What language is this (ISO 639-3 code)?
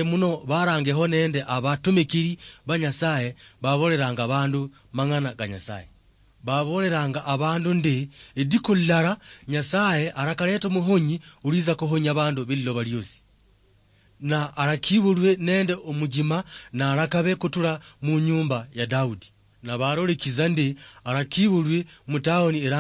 luy